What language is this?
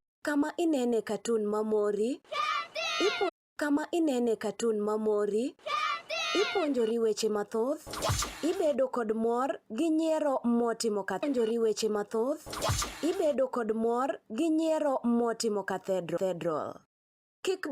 Luo (Kenya and Tanzania)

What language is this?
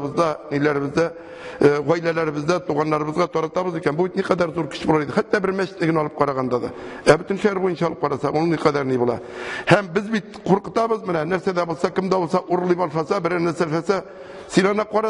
Tatar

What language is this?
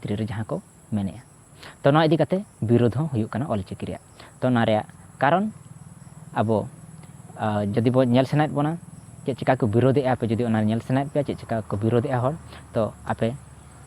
Santali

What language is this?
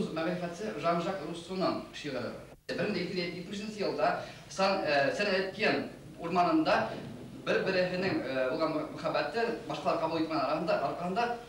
Bashkir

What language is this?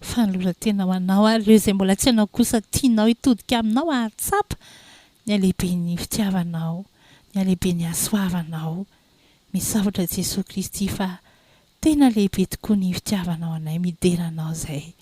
Malagasy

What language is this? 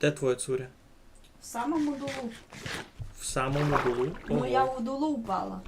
Rusyn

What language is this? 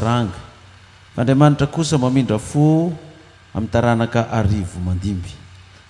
Malagasy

